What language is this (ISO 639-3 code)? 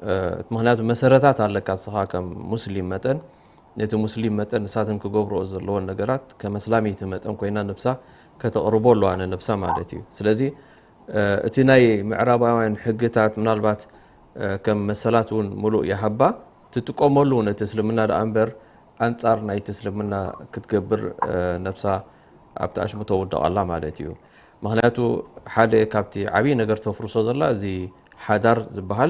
tir